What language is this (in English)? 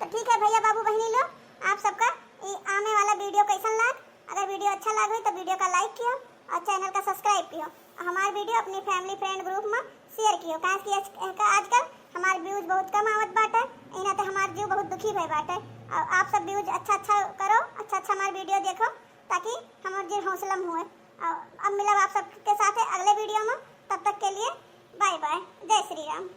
Awadhi